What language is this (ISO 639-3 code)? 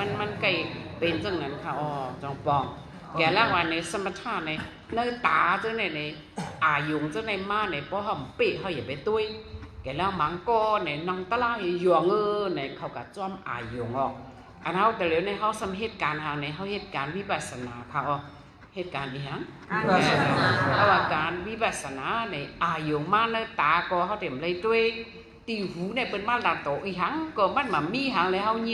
shn